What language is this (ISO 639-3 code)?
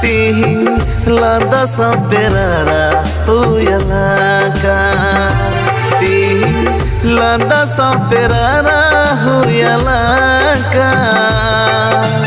sat